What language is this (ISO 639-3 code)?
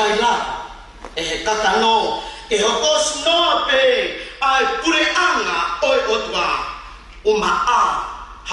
ton